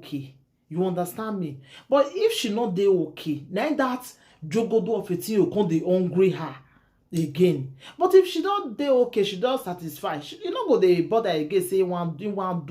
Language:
Nigerian Pidgin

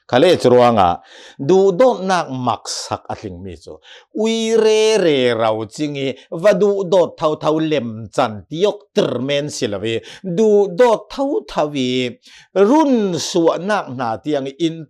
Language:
Hakha Chin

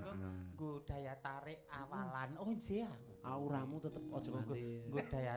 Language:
Javanese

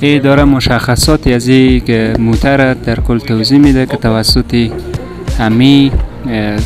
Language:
Persian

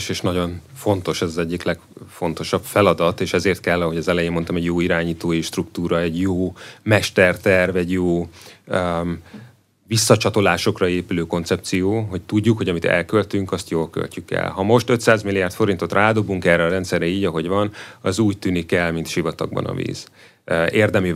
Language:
Hungarian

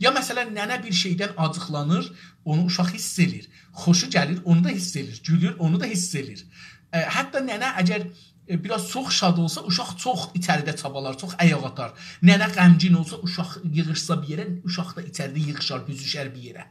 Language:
South Azerbaijani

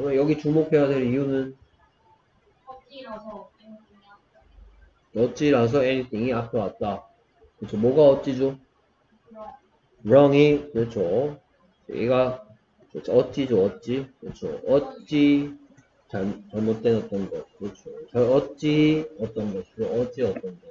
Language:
Korean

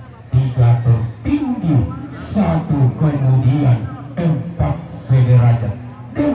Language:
Toraja-Sa'dan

